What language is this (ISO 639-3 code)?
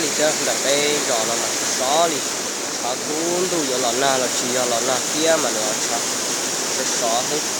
hmn